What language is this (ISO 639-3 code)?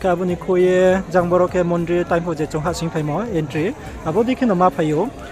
ria